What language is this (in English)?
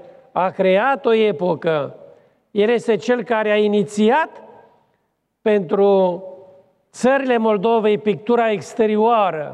Romanian